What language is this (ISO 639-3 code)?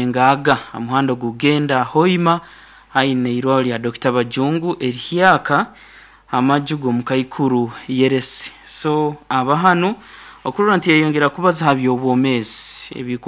nyo